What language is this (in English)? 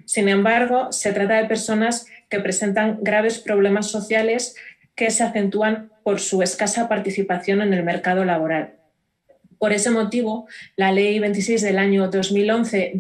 Spanish